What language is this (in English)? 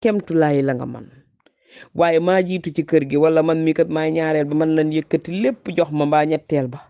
Wolof